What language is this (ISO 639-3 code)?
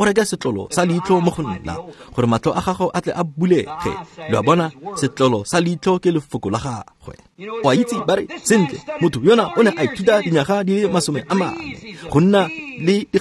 tsn